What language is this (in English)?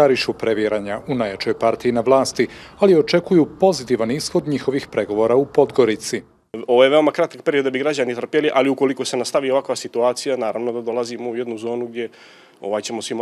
Croatian